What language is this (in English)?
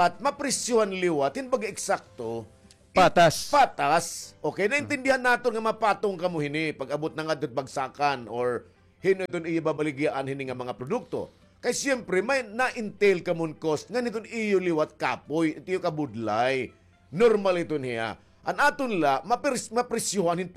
Waray